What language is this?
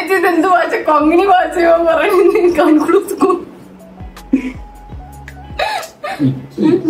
Malayalam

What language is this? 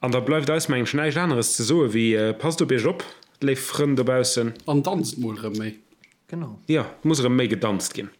Luxembourgish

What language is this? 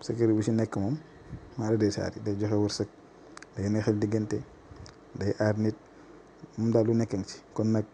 Wolof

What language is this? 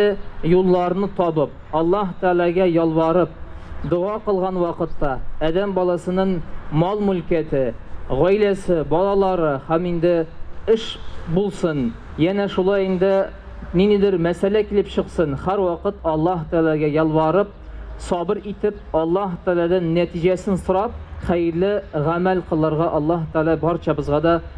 Tatar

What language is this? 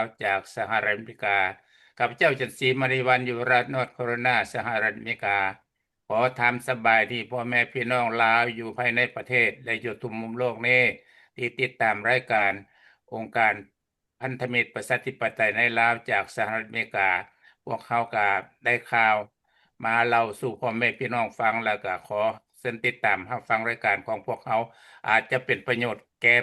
Lao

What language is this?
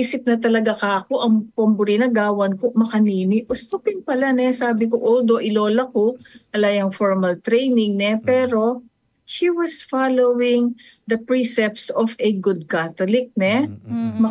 Pampanga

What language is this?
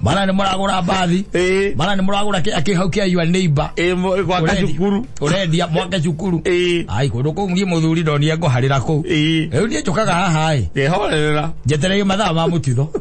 Kikuyu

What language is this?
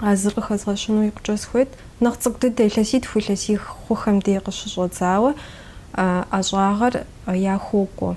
Kabardian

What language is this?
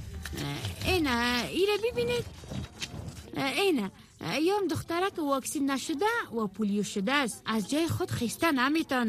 Persian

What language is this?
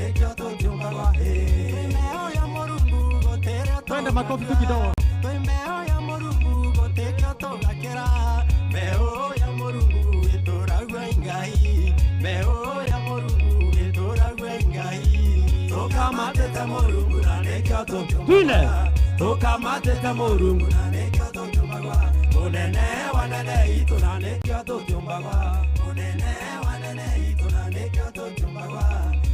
Meru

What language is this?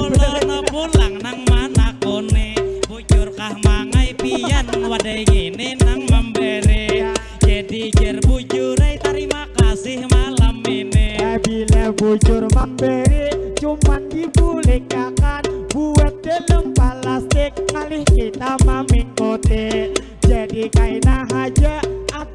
Banjar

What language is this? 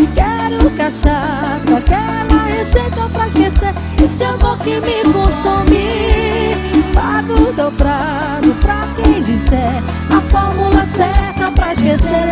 Portuguese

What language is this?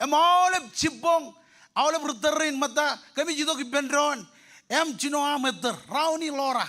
Marshallese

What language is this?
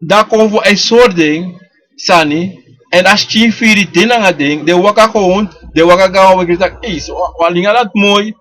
Sranan Tongo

